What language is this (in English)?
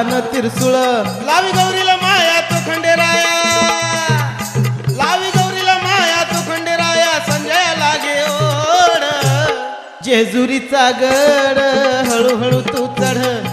Marathi